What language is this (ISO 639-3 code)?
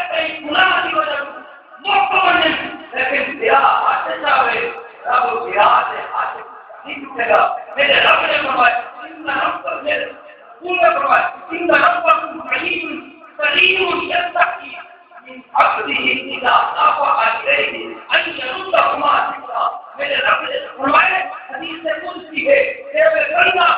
skr